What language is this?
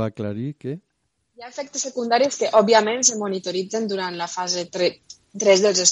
Catalan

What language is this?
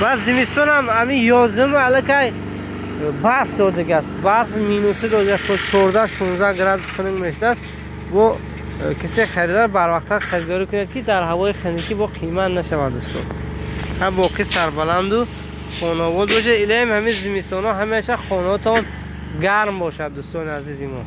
Tajik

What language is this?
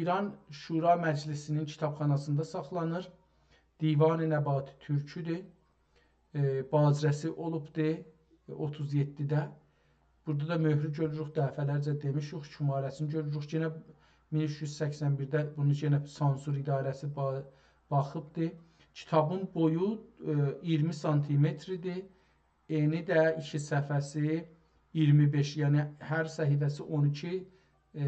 South Azerbaijani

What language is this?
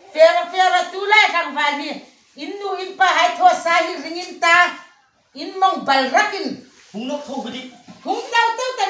Hmar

